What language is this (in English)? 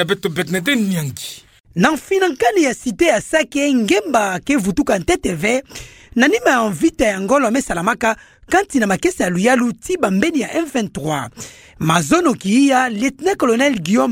Kituba (Democratic Republic of Congo)